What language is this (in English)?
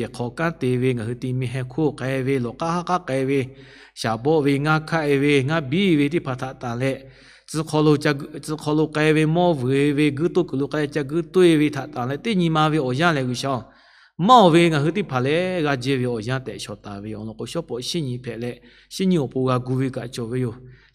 Lahu